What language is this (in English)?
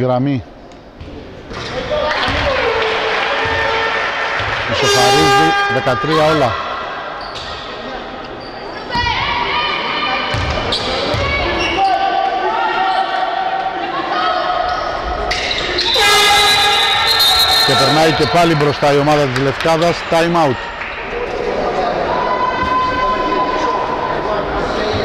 Greek